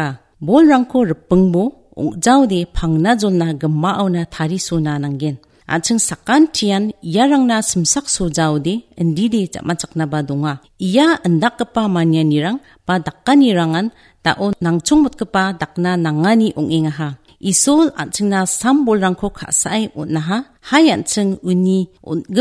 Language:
Garo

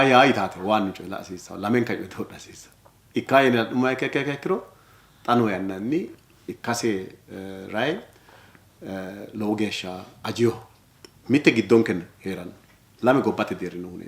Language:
Sidamo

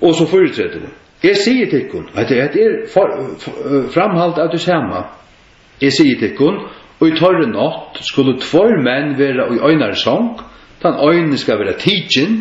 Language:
Faroese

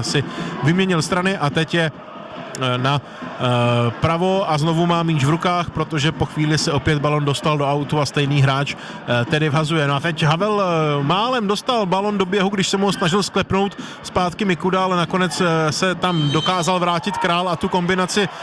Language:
Czech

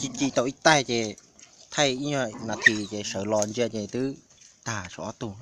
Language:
Hmong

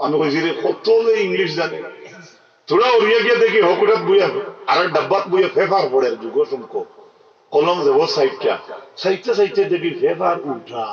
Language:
Sylheti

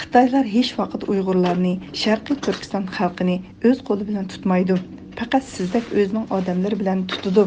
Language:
Uyghur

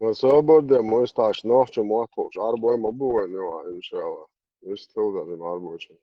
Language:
Chechen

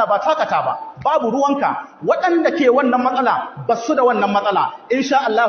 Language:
Hausa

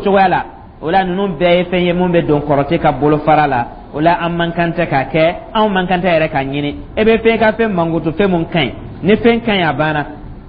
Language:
Dyula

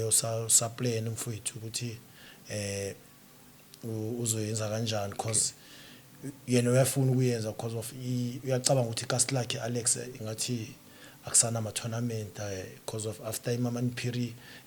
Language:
Zulu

